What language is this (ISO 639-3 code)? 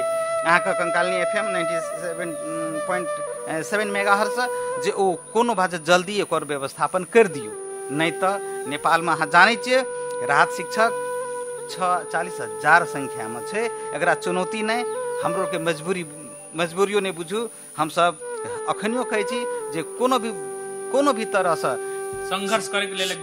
mai